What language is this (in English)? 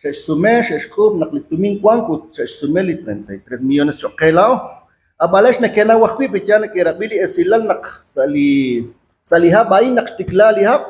Kekchí